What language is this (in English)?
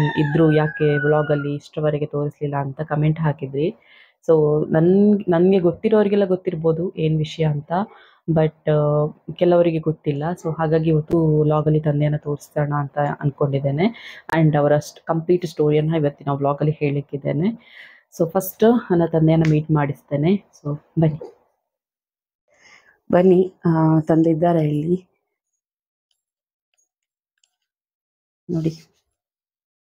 Kannada